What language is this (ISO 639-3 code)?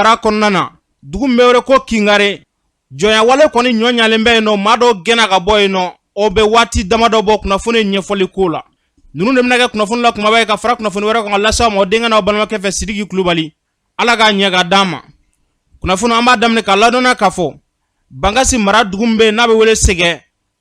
bam